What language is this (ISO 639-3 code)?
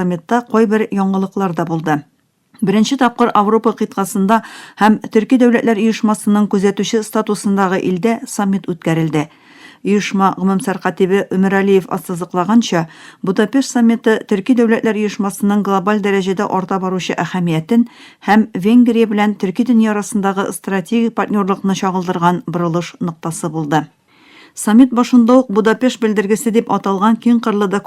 tat